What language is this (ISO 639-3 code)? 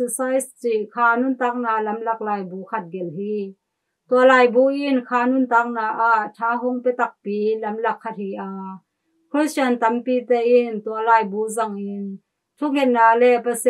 ctd